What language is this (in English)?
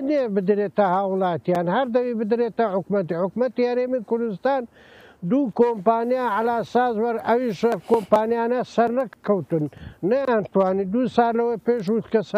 Central Kurdish